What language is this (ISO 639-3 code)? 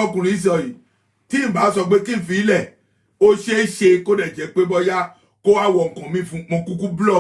yor